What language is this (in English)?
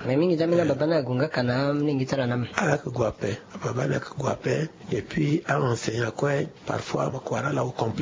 Sango